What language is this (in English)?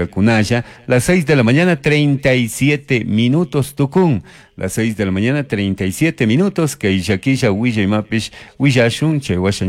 Chimborazo Highland Quichua